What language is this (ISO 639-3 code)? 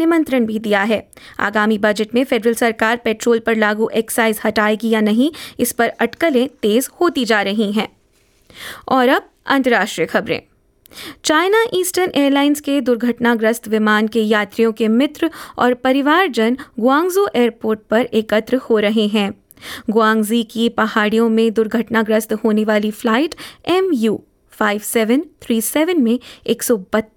hin